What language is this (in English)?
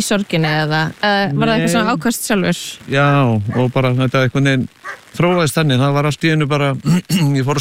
Icelandic